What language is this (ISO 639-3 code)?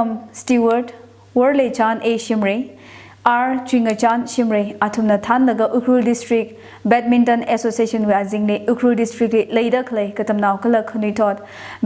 nmf